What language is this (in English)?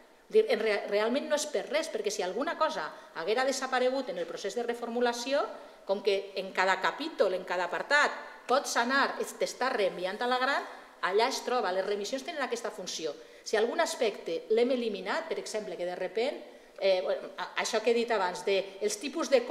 Catalan